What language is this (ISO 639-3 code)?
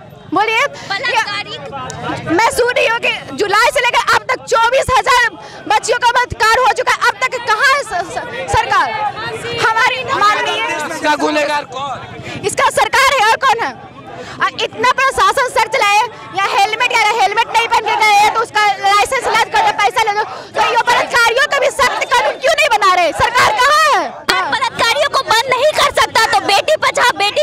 hin